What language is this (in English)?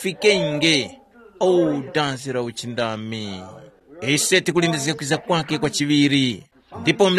Tumbuka